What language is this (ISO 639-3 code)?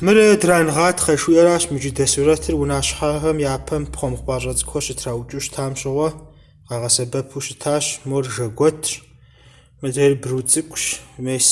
kbd